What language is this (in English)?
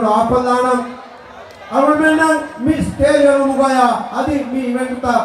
Divehi